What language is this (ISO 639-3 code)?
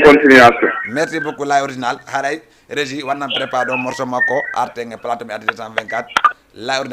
ful